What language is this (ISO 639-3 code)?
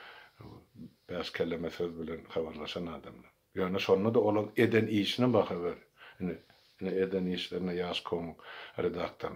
tuk